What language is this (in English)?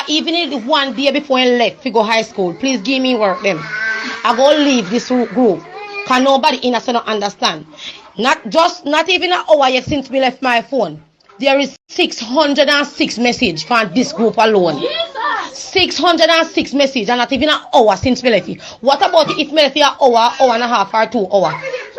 Jamaican Creole English